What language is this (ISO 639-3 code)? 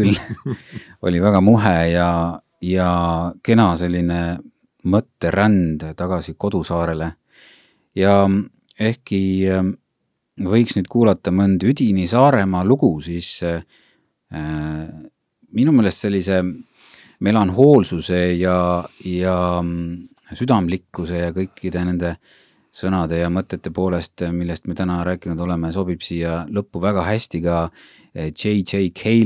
est